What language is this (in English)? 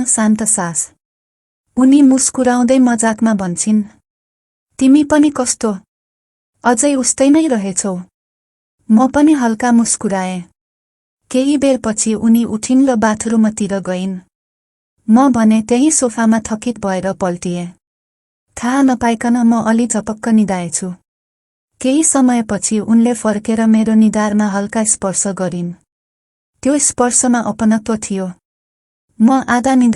Nepali